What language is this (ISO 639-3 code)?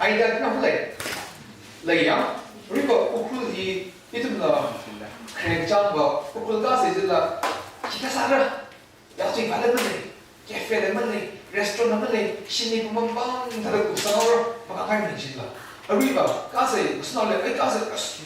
nmf